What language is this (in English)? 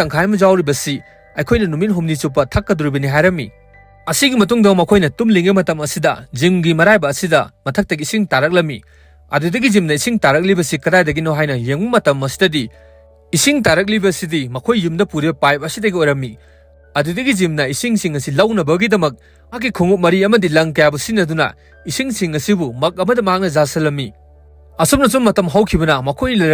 Manipuri